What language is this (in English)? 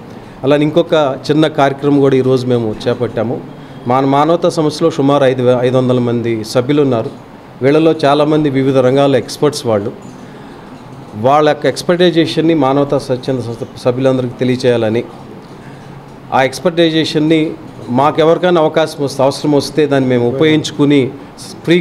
Telugu